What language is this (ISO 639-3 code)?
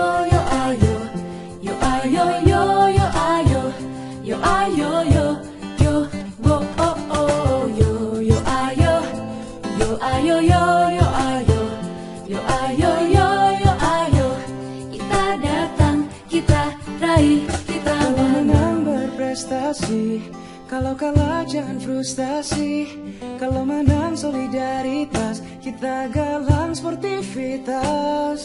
ind